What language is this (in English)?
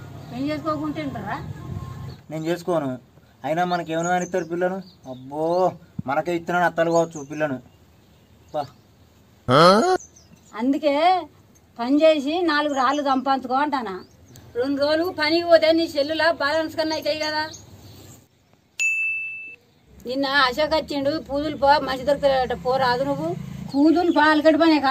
Telugu